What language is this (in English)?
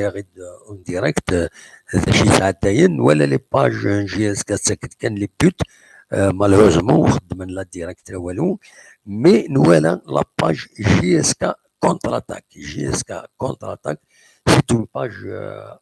Kabyle